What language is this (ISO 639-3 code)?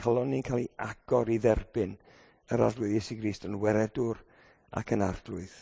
cym